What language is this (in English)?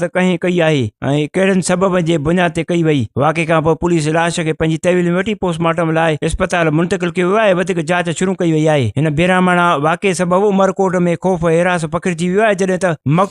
Sindhi